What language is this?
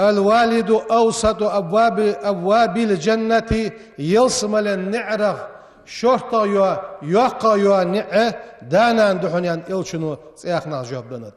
Ingush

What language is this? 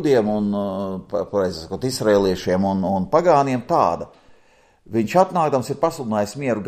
Latvian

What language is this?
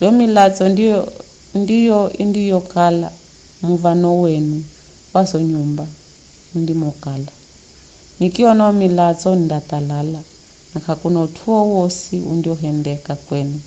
Giryama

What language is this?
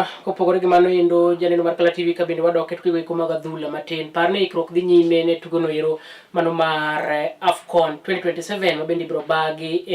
Luo (Kenya and Tanzania)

